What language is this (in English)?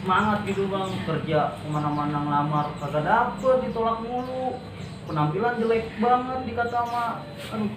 Betawi